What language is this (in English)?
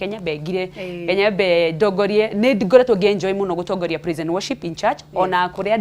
Kikuyu